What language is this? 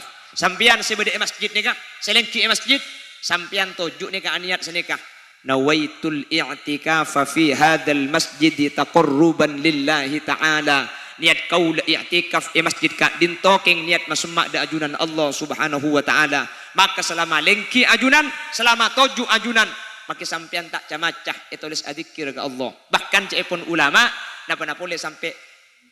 Madurese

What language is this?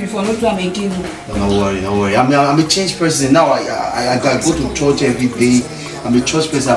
Nigerian Pidgin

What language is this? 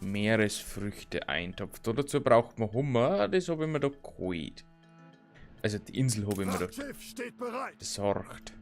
Bavarian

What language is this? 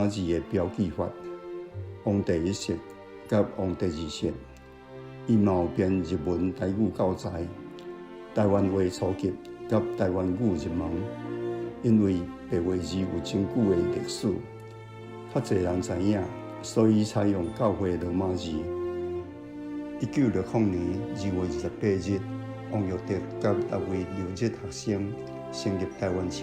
Min Nan Chinese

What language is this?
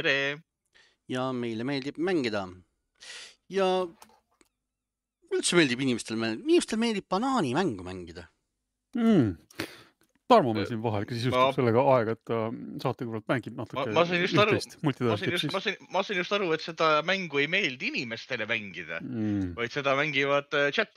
Estonian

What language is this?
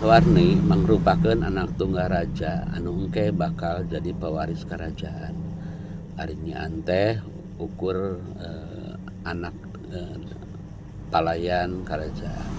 Sundanese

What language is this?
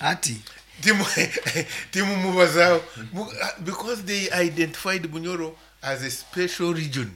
Nyankole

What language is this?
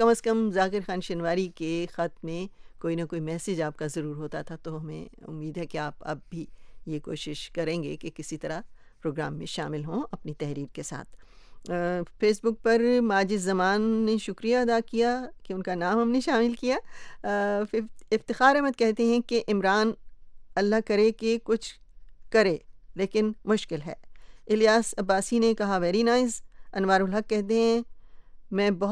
Urdu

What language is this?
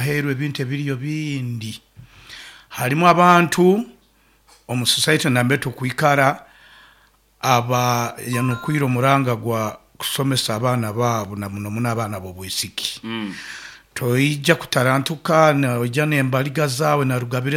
Nyankole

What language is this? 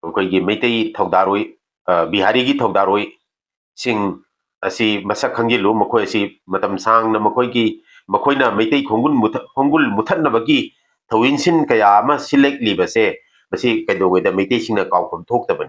Manipuri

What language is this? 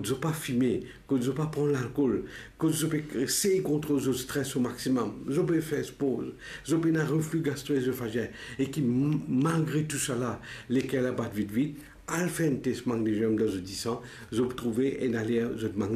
Morisyen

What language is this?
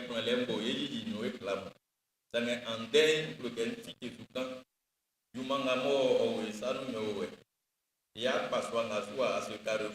Baoulé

